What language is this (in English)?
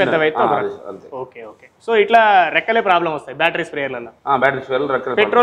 Telugu